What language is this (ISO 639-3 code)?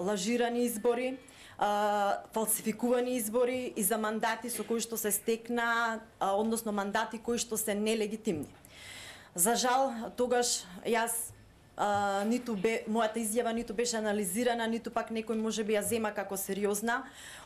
mkd